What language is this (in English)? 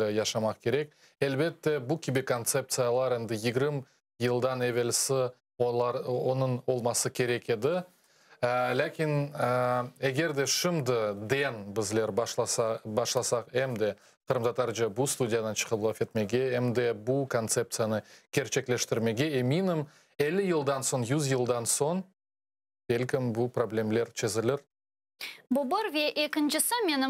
Crimean Tatar